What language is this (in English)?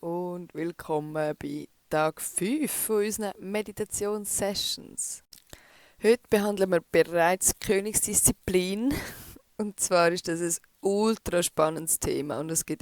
Swiss German